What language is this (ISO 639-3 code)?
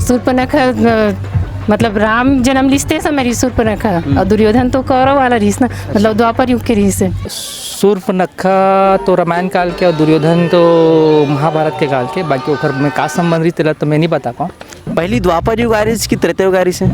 hne